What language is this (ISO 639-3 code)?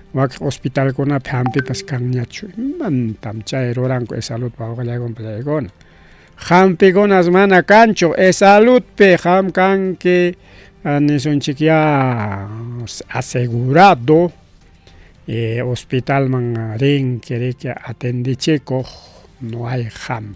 quy